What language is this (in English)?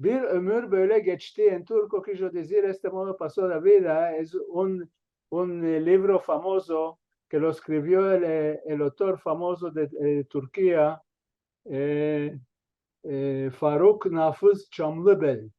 Ladino